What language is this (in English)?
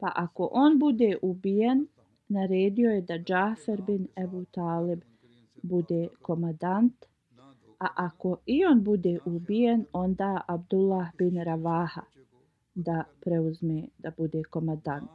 Bosnian